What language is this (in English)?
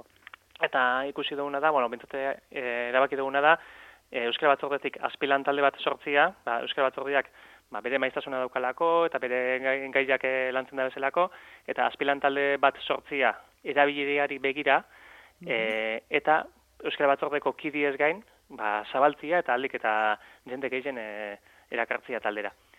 Basque